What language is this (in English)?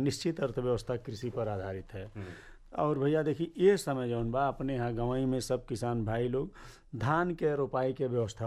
Bhojpuri